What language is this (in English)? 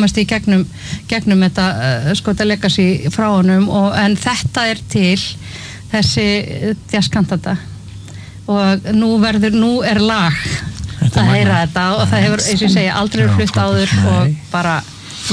Icelandic